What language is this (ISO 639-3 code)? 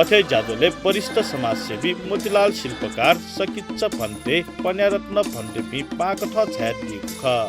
new